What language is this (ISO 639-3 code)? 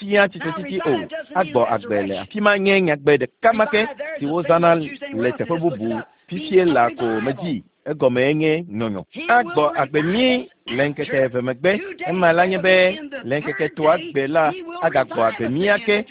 ewe